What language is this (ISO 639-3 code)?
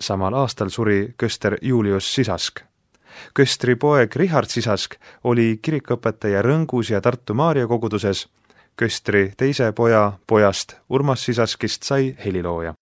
est